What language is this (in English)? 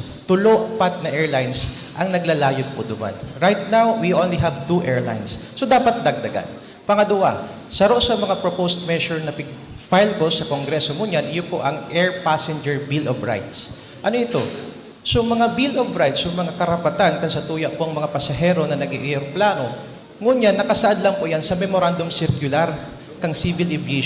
Bikol